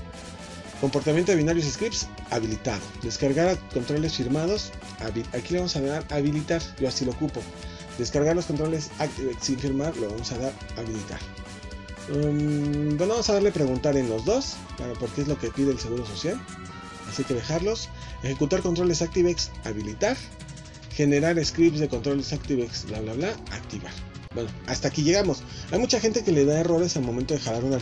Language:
Spanish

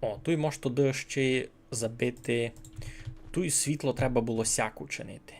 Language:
Rusyn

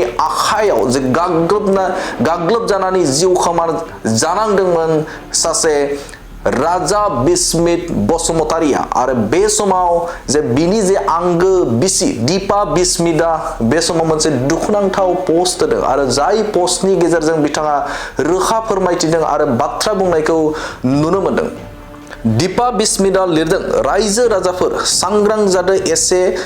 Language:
Bodo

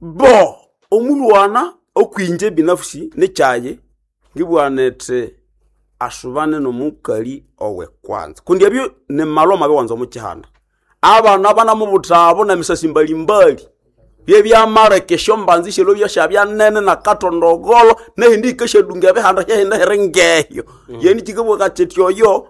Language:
Nande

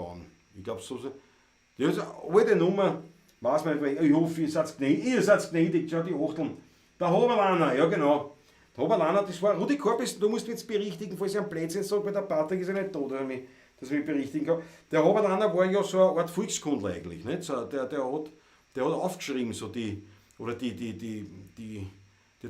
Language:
Bavarian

